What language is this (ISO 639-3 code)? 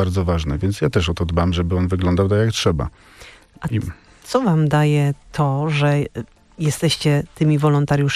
pol